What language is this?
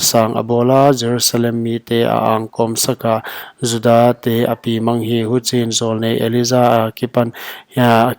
Paite Chin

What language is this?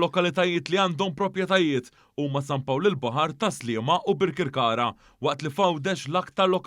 Maltese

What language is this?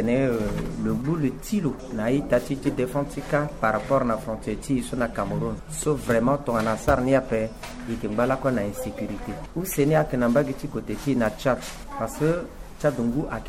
Sango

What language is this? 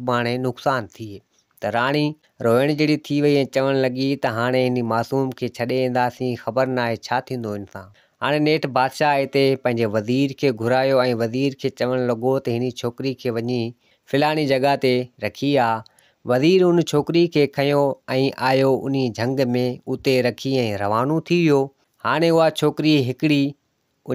Sindhi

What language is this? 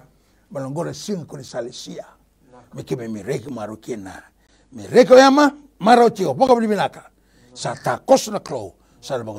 Fijian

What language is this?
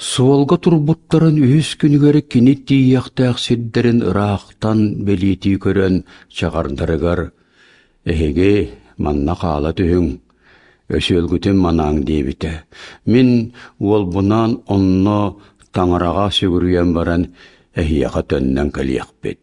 Yakut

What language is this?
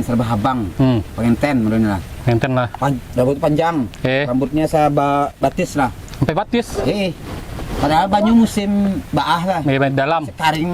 Banjar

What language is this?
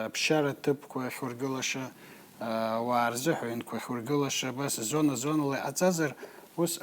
Abkhazian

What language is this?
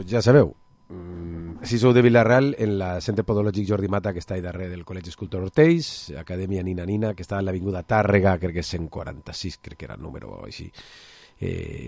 Catalan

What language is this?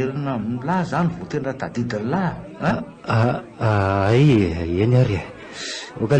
Malagasy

